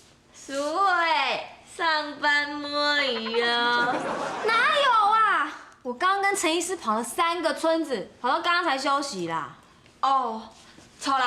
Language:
Hakka Chinese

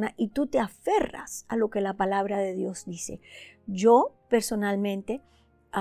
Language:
Spanish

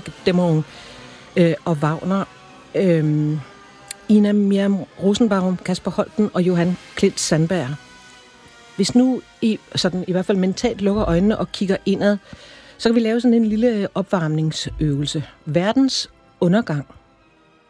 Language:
Danish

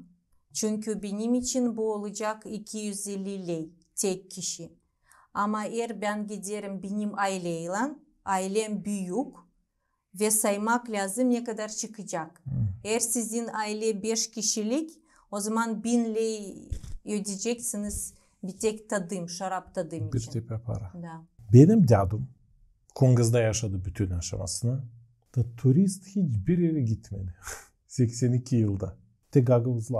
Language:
Gagauz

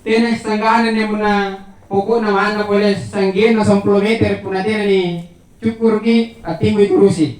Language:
Makasar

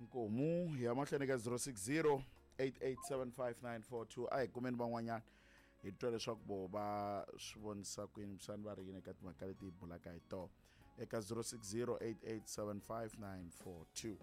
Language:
Tsonga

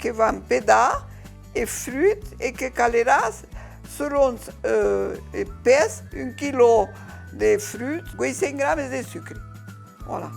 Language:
Occitan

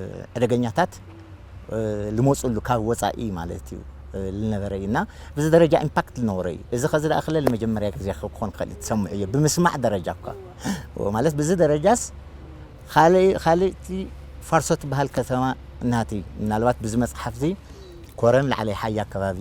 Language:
Tigrinya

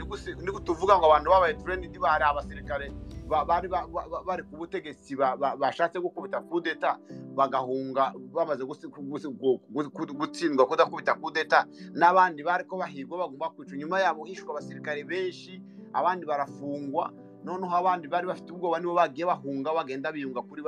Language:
Kinyarwanda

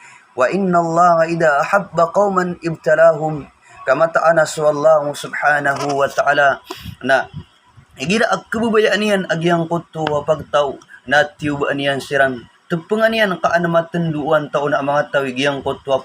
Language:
Maranao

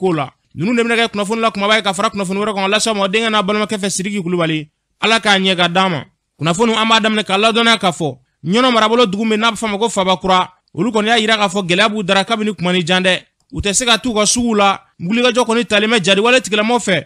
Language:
Bambara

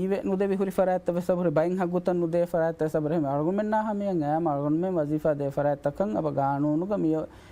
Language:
Divehi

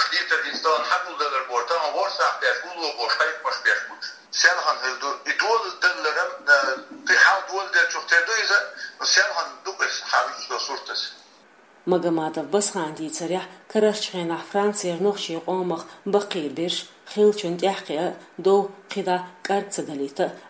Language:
Chechen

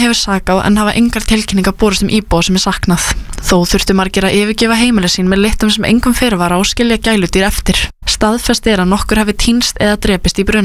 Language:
Icelandic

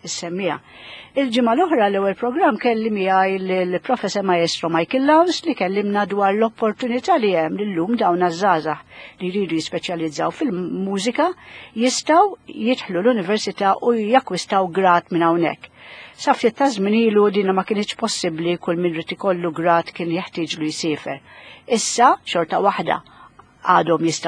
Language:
Maltese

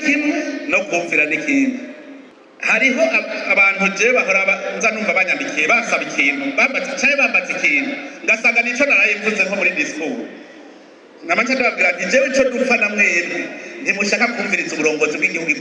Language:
Rundi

